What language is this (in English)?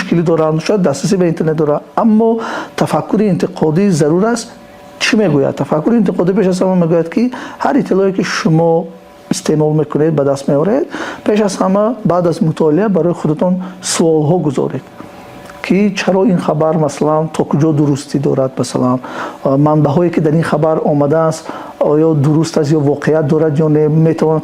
Tajik